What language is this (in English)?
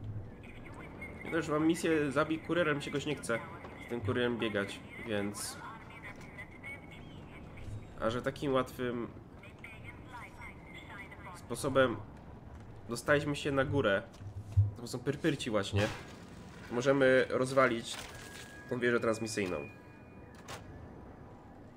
Polish